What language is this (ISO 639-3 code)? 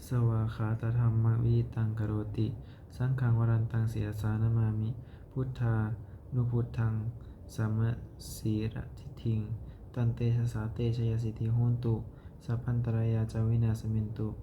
pli